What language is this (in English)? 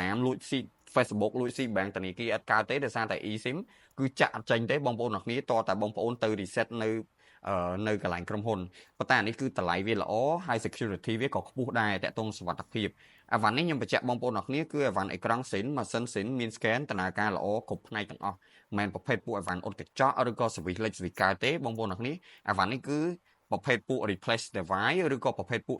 Khmer